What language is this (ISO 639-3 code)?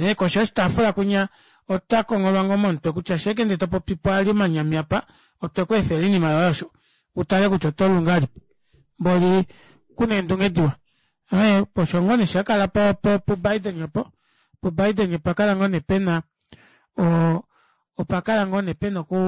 kua